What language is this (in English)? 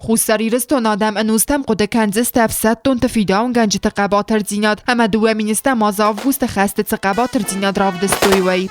Ossetic